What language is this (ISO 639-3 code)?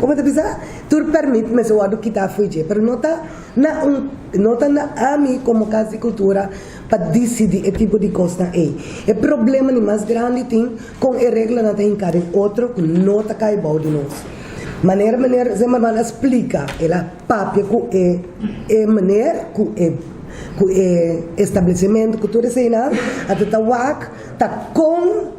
pap